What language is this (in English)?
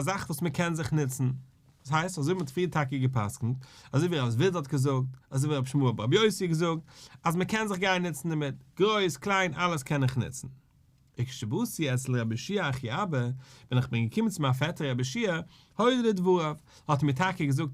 Yiddish